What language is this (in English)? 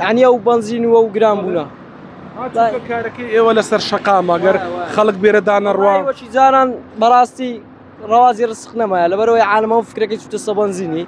Central Kurdish